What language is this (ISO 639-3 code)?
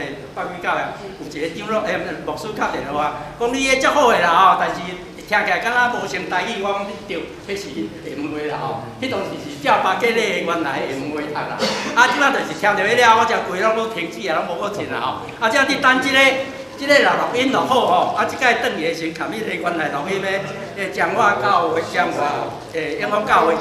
nan